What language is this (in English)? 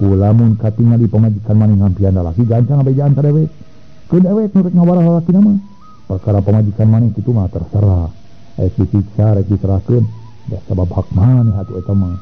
Sundanese